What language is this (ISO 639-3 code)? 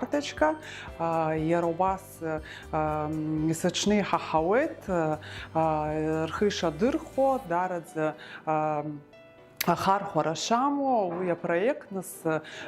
abk